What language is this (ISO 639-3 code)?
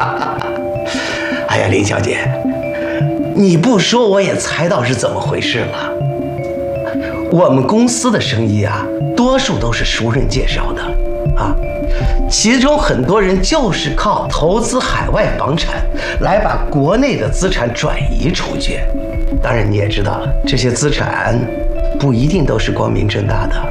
zho